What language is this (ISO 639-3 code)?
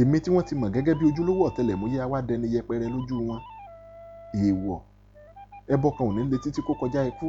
yor